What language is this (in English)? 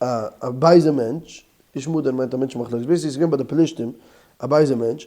Yiddish